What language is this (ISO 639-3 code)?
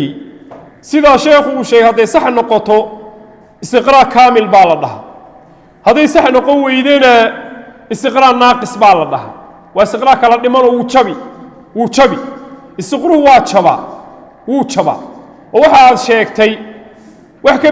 som